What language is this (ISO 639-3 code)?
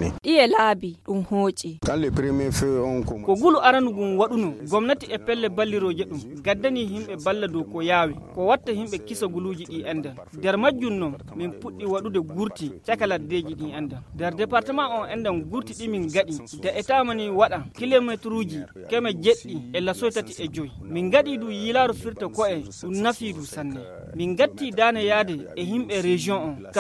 fuv